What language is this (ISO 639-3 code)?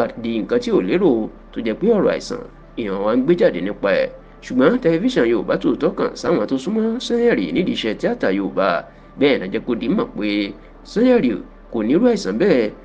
yor